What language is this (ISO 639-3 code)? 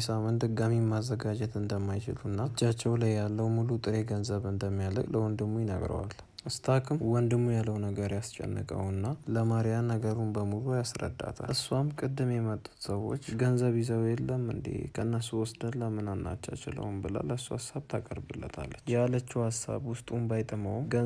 amh